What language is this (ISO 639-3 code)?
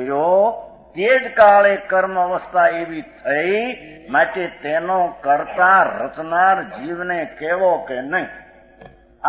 guj